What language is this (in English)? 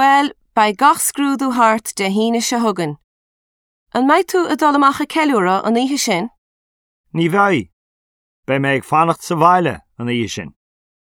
Irish